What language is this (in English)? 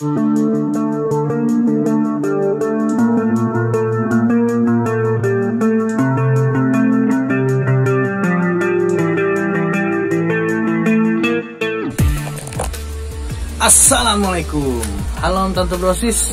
Banjar